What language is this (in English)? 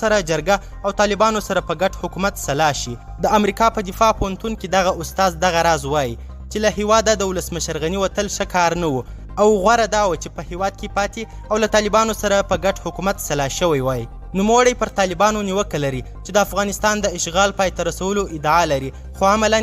Pashto